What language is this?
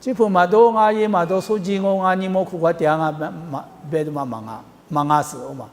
Lisu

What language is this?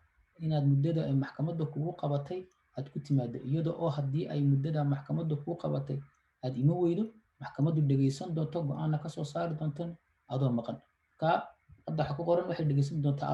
Somali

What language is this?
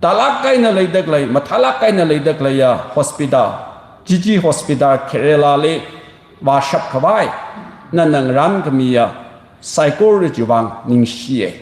Tangkhul Naga (India)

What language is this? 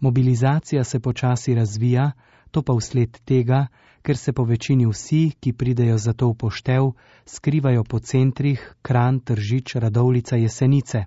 Slovenian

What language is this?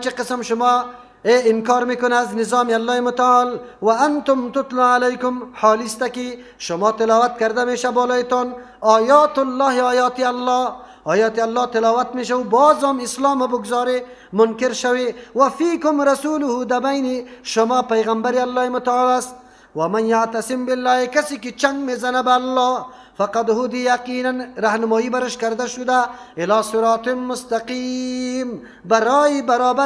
Persian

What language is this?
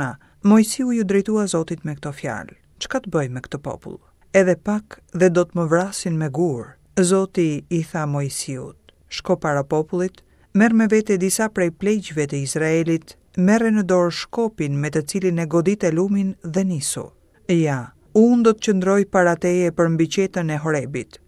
Albanian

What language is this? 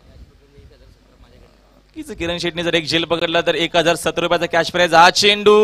Marathi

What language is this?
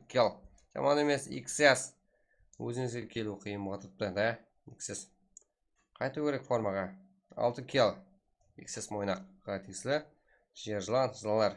Kara-Kalpak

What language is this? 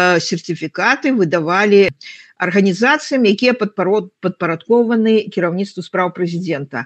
Belarusian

